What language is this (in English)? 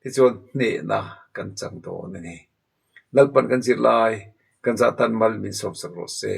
Mizo